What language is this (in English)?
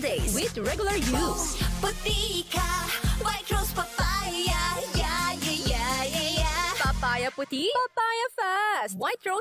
Bikol